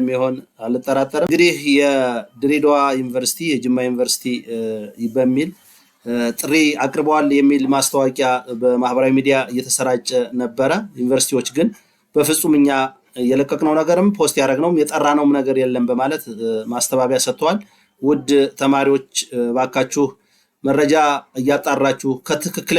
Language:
Amharic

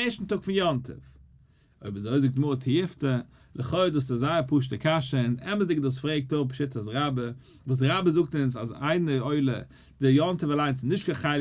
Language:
Yiddish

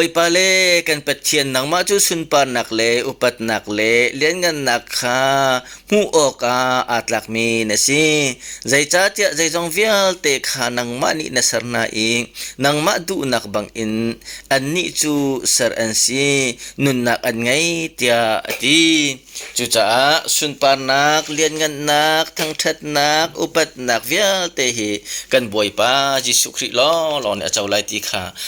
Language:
Hakha Chin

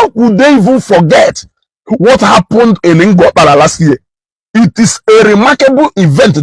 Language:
Igbo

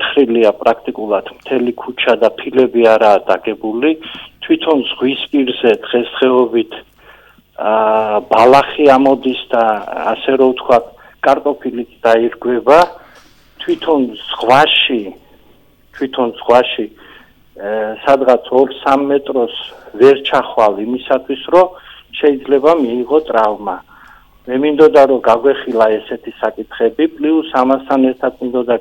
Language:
Georgian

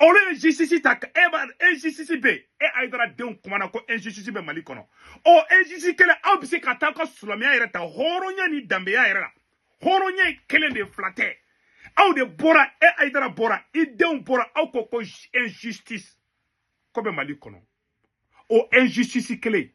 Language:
Bambara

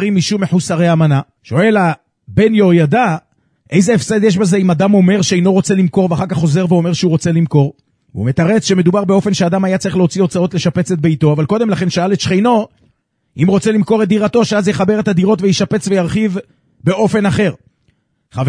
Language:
Hebrew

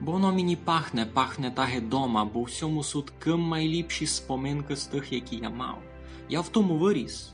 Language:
Rusyn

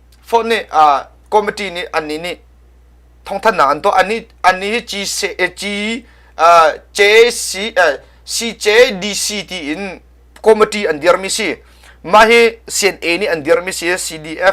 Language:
Hakha Chin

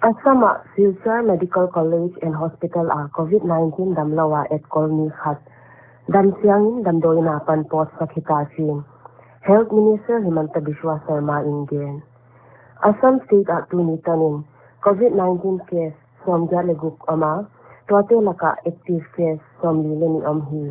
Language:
Paite Chin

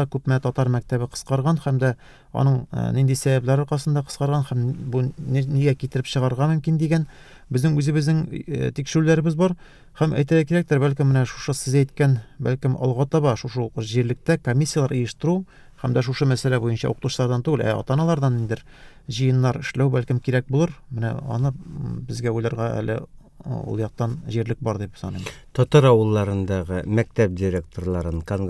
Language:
Tatar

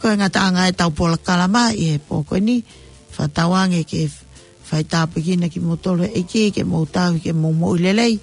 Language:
Tongan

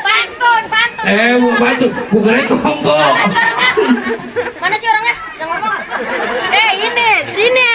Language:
Betawi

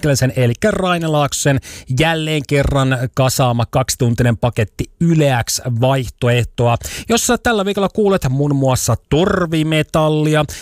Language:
Finnish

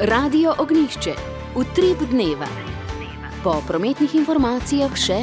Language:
Slovenian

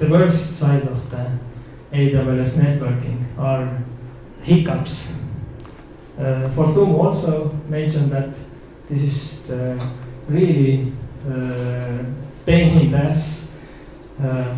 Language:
English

